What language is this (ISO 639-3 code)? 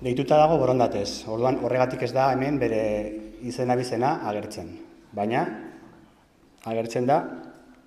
eus